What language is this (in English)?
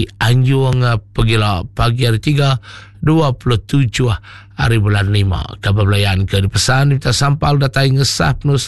Iban